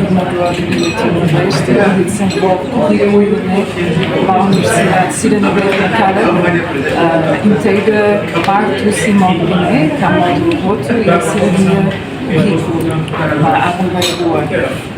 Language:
Tetum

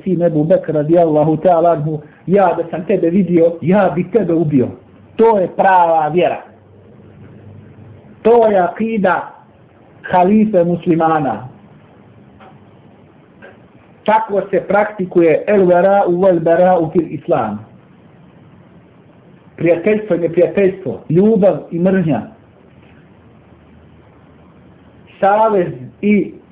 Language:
Bosnian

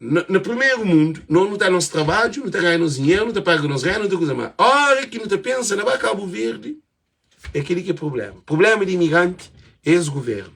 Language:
Kabuverdianu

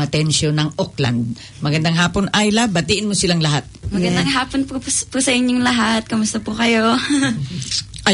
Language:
Filipino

